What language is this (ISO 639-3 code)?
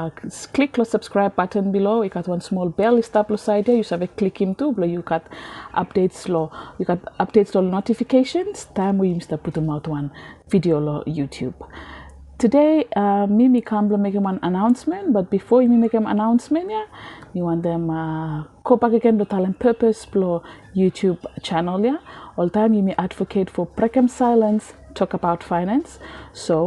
bis